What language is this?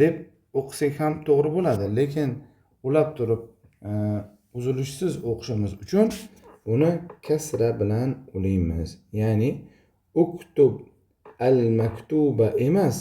Uzbek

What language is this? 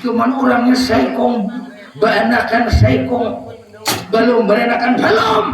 Banjar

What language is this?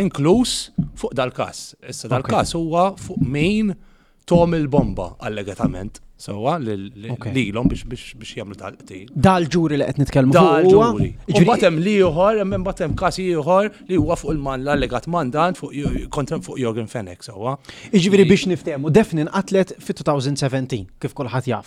Maltese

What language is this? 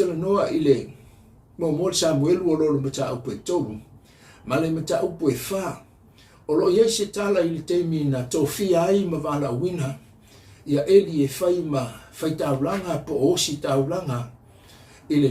Samoan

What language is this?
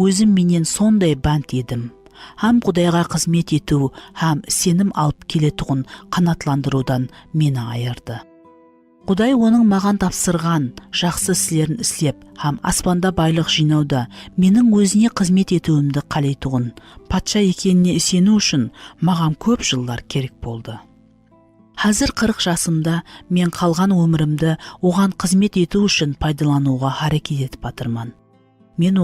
Kara-Kalpak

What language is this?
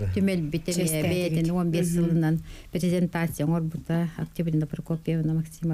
Yakut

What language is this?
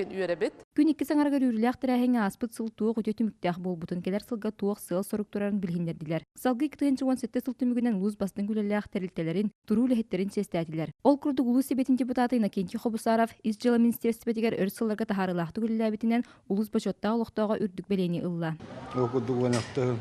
Yakut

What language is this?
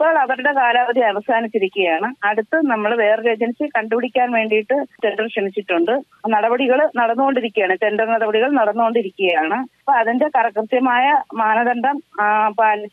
Malayalam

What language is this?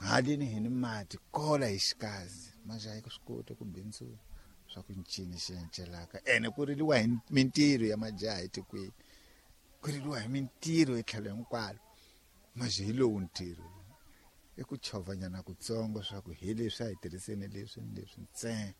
Tsonga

